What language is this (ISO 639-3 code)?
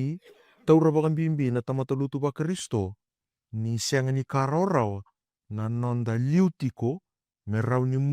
fij